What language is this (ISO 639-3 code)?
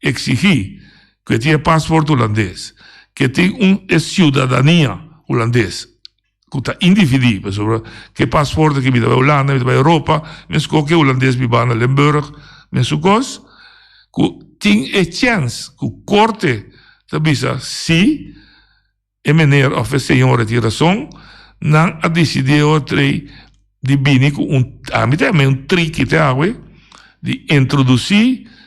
pap